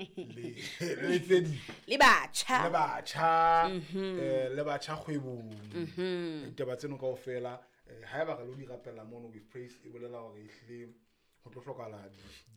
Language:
Southern Sotho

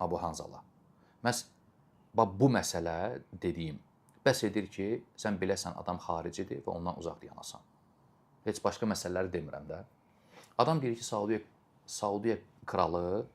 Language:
Azerbaijani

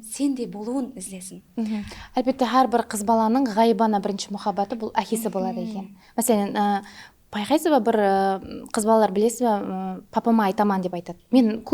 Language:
Kara-Kalpak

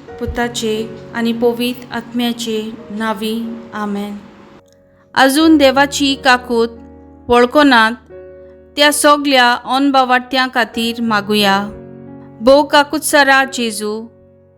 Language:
Konkani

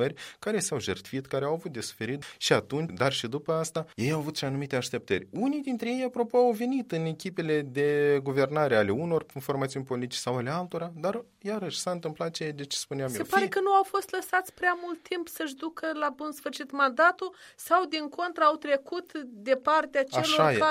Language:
Romanian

